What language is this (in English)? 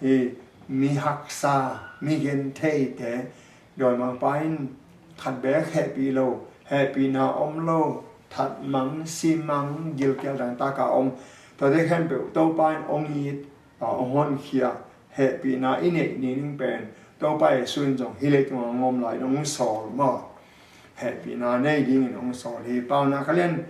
Tedim Chin